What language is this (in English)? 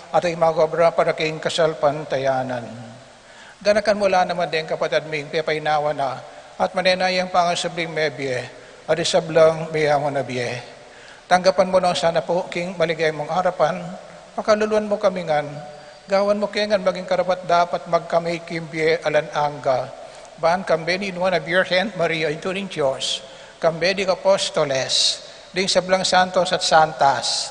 Pampanga